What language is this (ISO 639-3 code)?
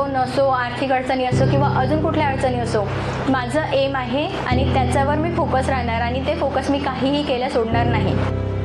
mar